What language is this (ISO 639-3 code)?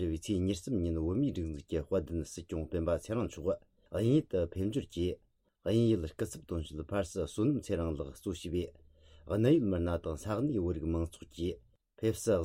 bod